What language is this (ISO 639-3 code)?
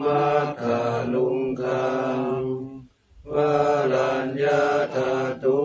pli